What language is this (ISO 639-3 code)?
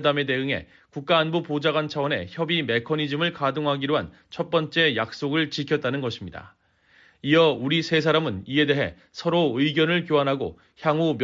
kor